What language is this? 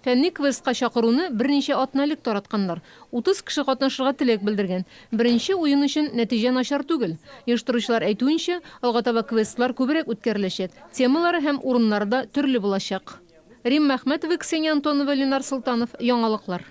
Tatar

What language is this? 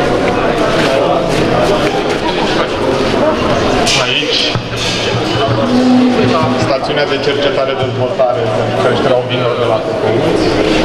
Romanian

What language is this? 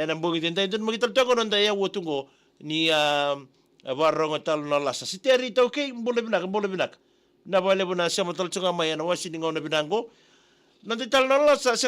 Fijian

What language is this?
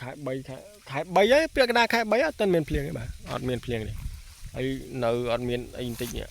Khmer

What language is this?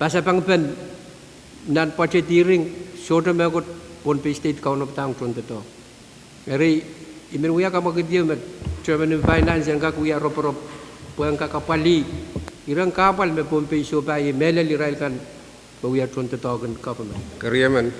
Pohnpeian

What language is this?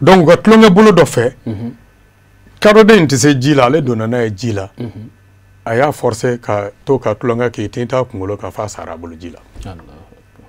Bambara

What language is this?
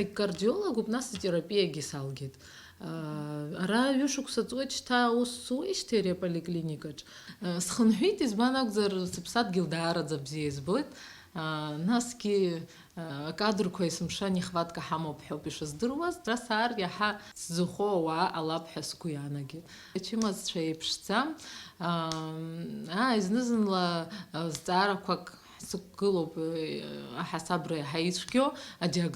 Abkhazian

